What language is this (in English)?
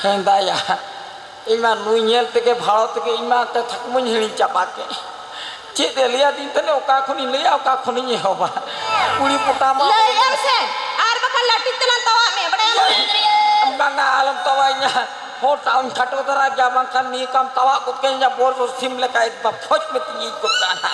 Santali